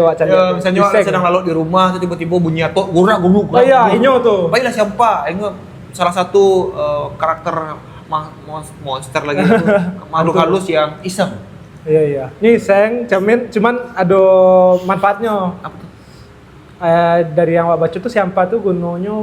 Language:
Minangkabau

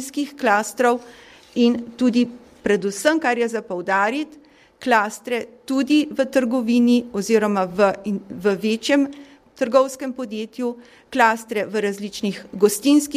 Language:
Slovenian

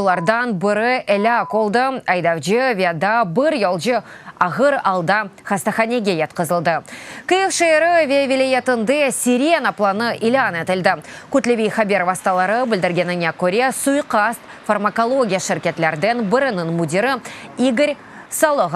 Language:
Crimean Tatar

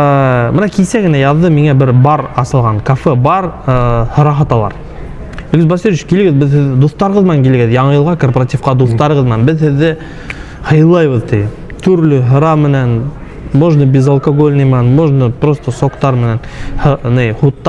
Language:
Bashkir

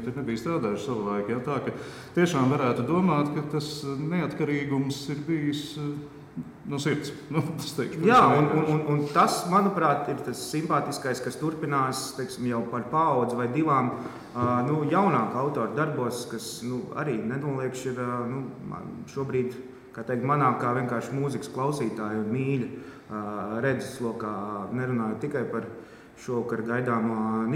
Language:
Latvian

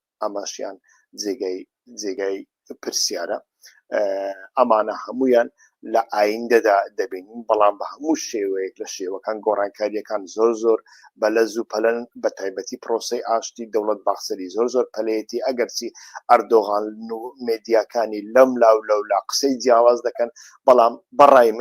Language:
Central Kurdish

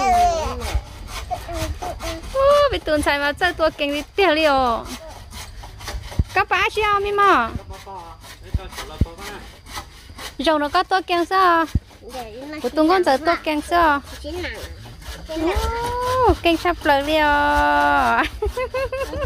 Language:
Vietnamese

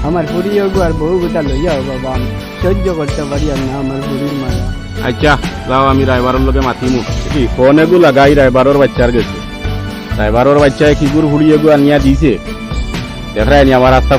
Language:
Sylheti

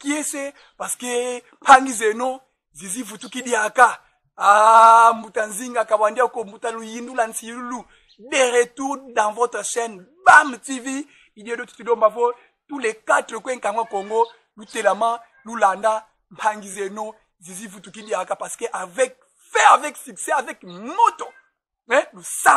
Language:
Kongo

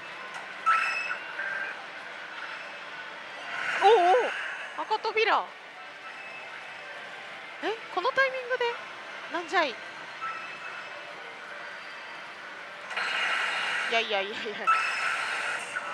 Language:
Japanese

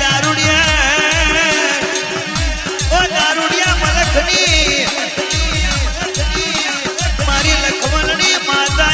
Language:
Gujarati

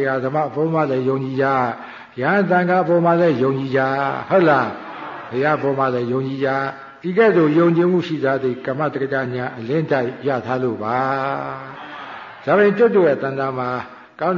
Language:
Burmese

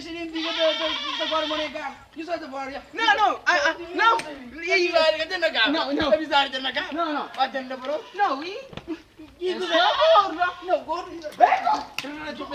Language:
Kabuverdianu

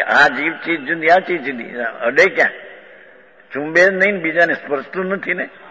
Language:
Gujarati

